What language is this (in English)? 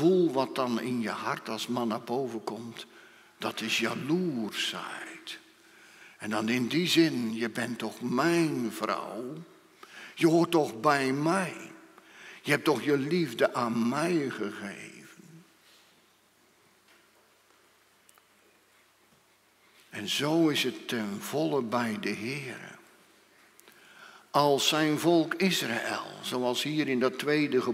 Dutch